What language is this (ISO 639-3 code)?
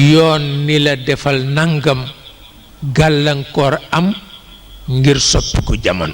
wol